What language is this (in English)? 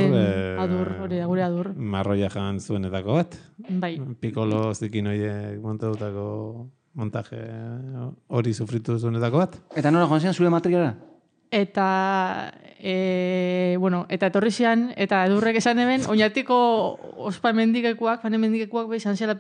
Basque